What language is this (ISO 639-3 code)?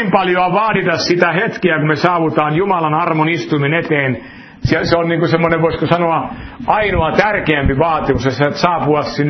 fin